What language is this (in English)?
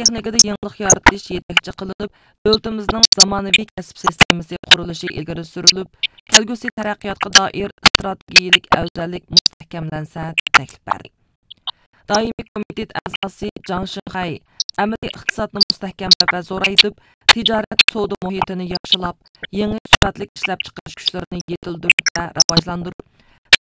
Uyghur